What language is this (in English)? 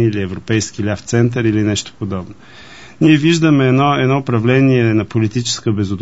Bulgarian